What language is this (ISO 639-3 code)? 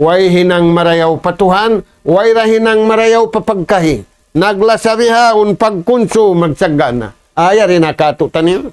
tsg